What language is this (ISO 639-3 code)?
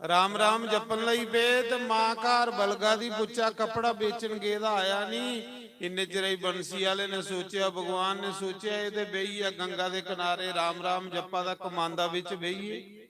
doi